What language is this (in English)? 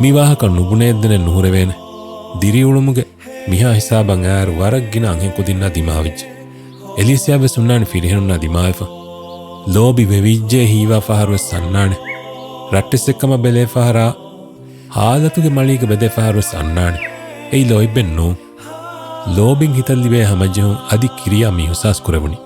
Divehi